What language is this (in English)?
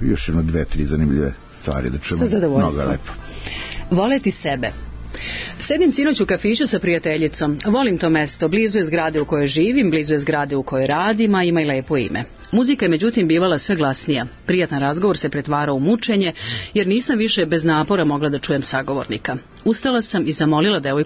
Serbian